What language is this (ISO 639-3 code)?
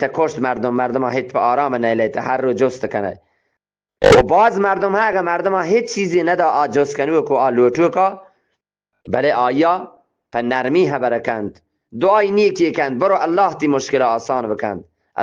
bgp